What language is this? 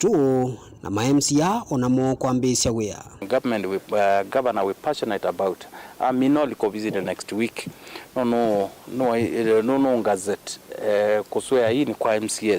Kamba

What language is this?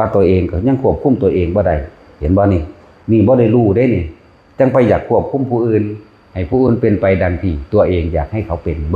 Northeastern Thai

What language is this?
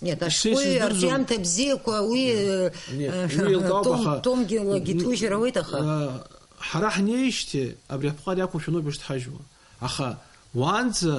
Abkhazian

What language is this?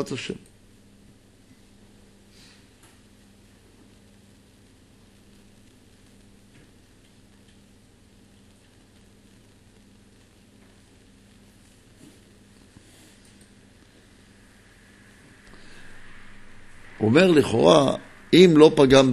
Hebrew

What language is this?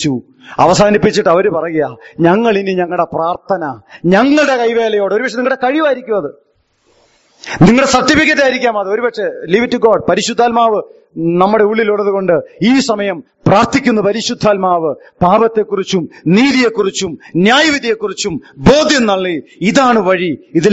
Malayalam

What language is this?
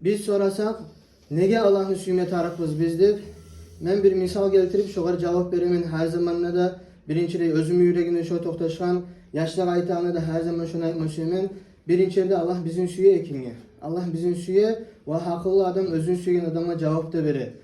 Kumyk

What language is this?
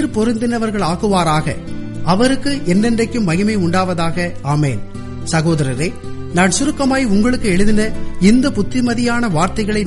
Tamil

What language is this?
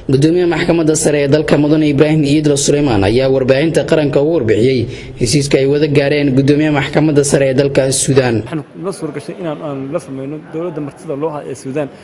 Somali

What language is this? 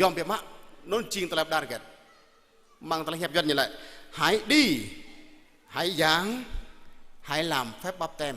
Jarai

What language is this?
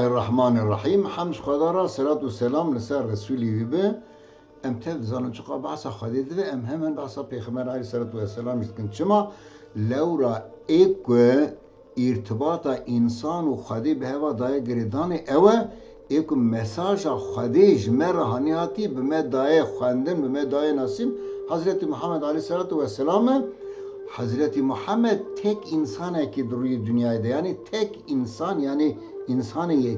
Kurdish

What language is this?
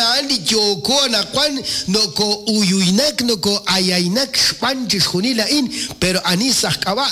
Kekchí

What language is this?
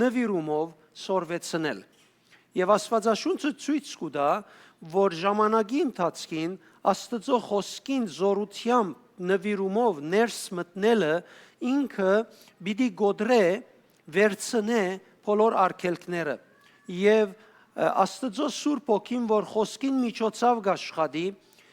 Western Armenian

